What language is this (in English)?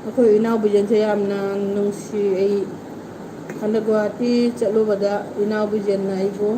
Manipuri